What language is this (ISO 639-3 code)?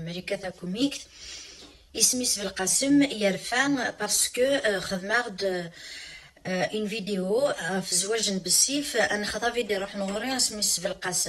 kab